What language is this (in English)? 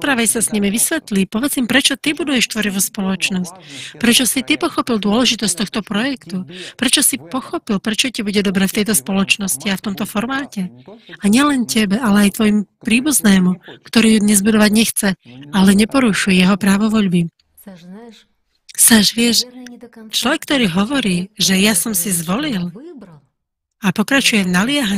Slovak